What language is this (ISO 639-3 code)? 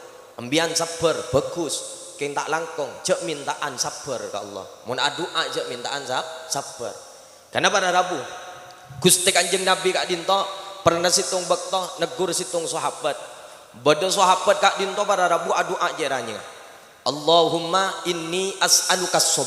mad